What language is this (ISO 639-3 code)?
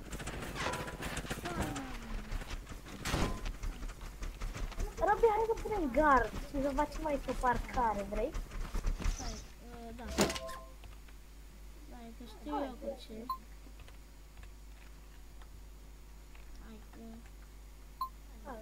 ron